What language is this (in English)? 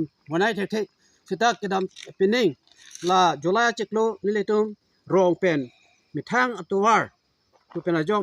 Karbi